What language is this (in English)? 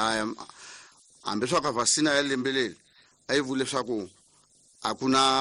Tsonga